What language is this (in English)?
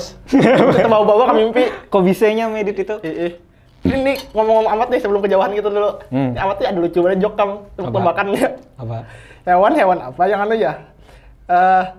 Banjar